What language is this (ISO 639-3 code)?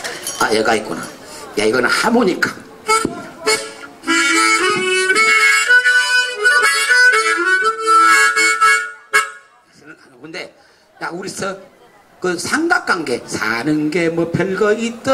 kor